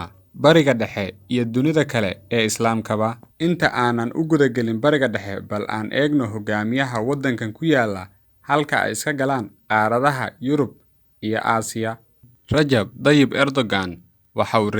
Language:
Somali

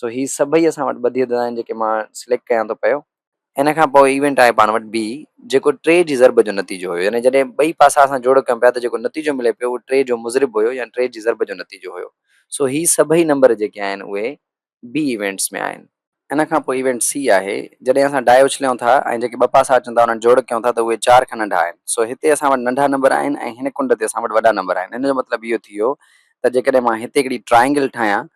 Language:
Sindhi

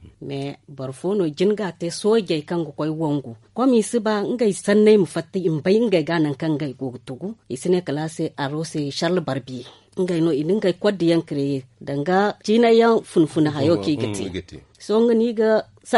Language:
Zarma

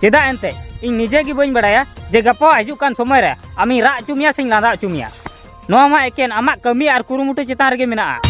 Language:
Santali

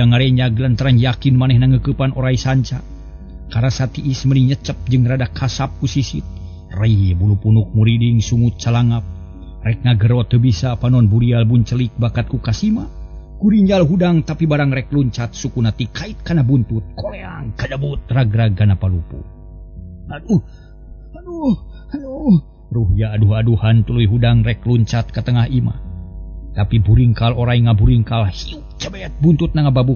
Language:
Sundanese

